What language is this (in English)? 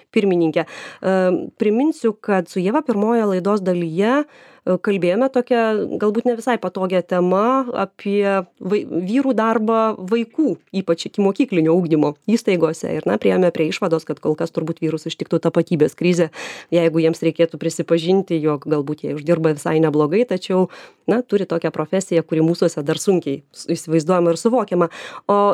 Lithuanian